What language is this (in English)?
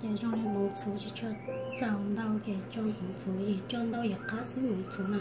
Hmong